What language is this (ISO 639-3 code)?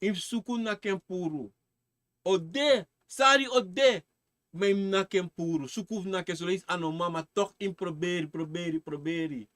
srn